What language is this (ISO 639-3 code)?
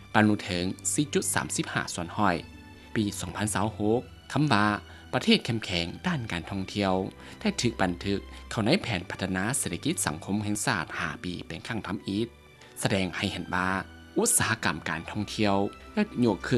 lao